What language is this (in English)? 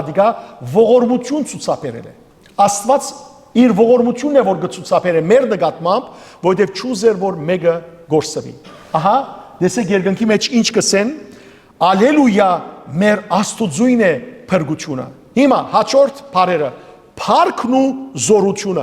Western Armenian